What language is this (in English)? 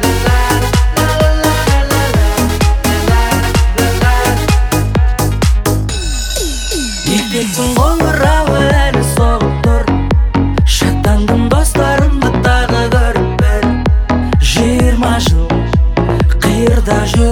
Kazakh